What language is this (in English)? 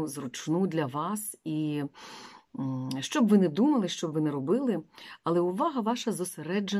Ukrainian